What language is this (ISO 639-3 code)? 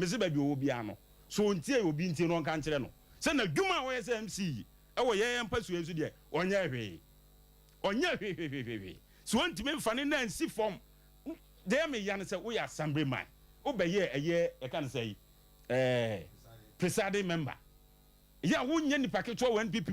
aka